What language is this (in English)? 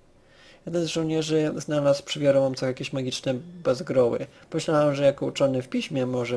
Polish